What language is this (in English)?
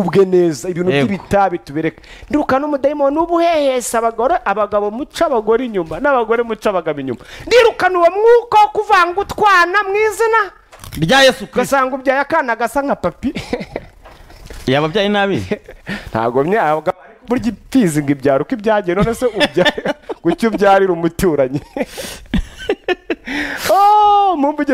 Kinyarwanda